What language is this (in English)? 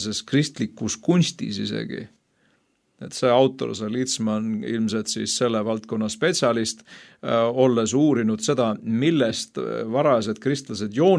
Estonian